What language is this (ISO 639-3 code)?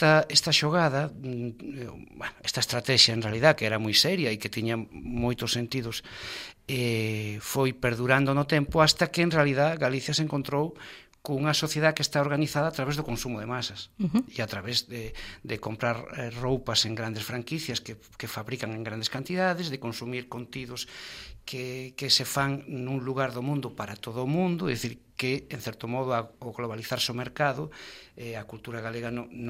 glg